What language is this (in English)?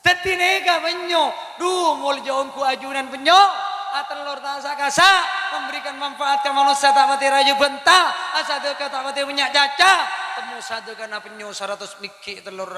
Madurese